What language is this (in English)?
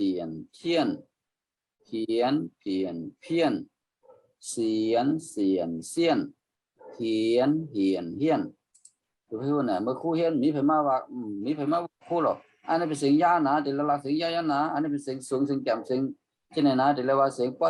Shan